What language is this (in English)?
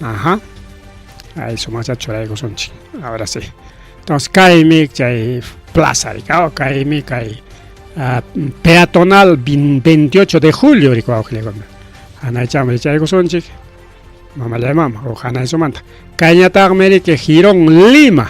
Ayacucho Quechua